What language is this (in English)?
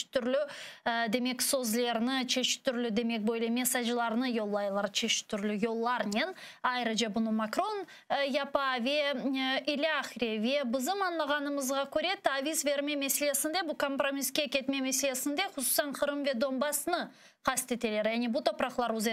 Crimean Tatar